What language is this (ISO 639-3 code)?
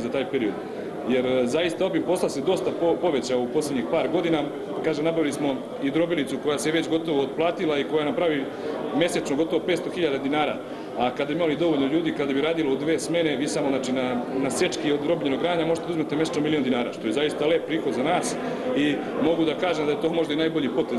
srp